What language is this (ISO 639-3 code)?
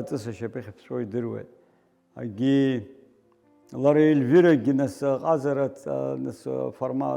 abk